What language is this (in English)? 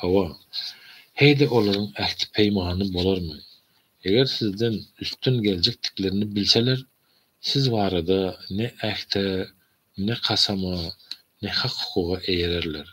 Turkmen